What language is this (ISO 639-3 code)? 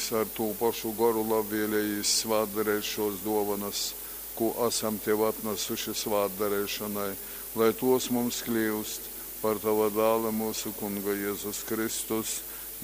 ltg